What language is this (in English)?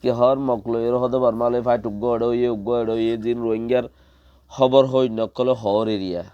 Rohingya